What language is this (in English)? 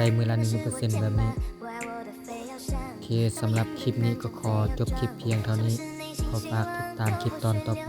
Lao